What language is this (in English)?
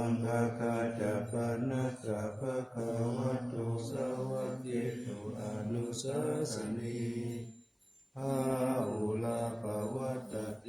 Pali